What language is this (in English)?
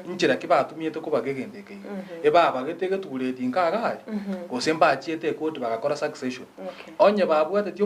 Gusii